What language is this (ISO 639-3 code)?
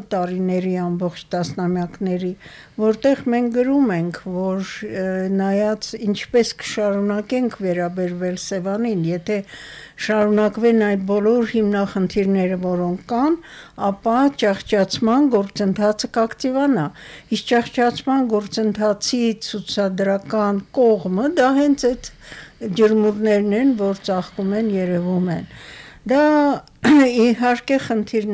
hye